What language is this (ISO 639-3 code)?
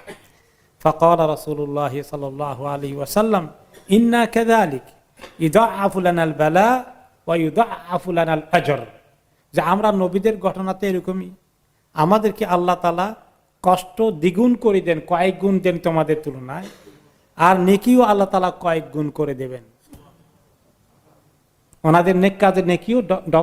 ben